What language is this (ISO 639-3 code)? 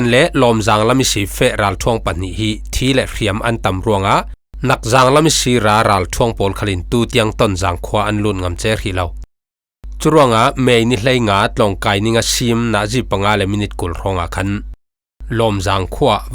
cfm